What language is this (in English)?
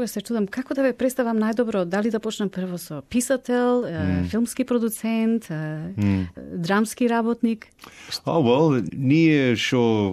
Macedonian